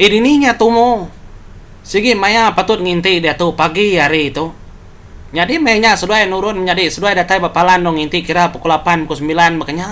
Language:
Iban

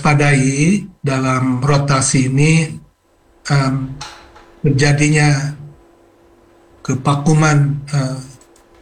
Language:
Indonesian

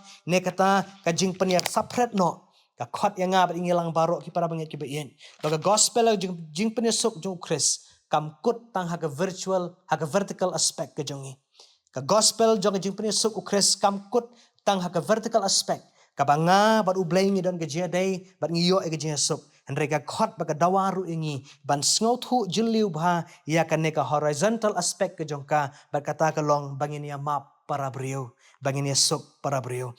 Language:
Khasi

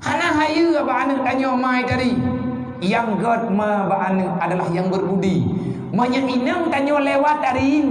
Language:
Achinese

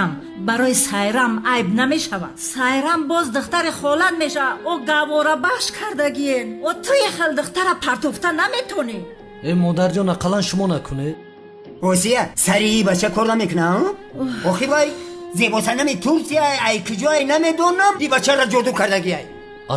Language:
Tajik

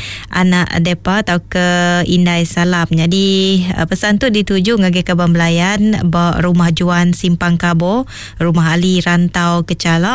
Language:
Iban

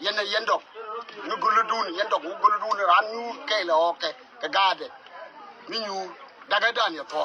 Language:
Nuer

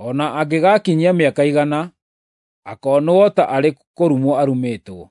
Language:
Kikuyu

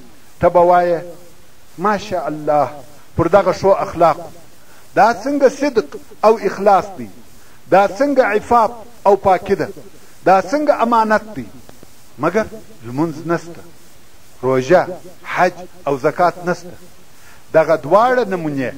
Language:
Pashto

